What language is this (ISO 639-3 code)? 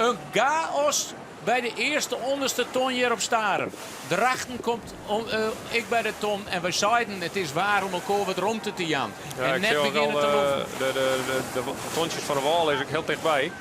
fry